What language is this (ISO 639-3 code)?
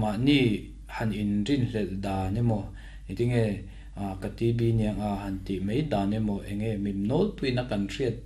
lus